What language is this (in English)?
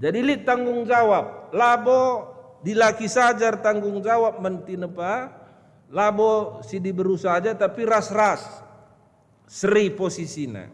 Batak Karo